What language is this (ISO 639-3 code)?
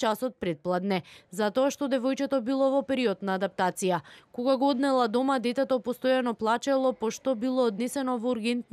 mkd